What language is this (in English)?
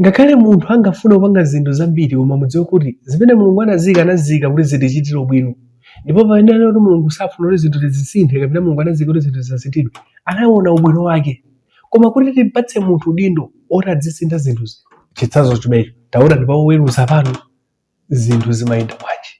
Nyanja